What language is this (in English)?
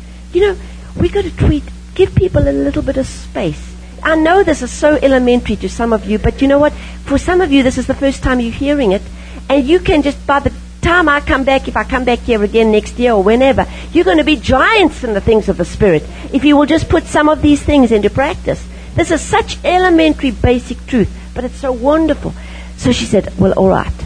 English